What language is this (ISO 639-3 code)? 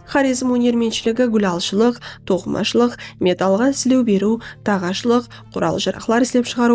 kaa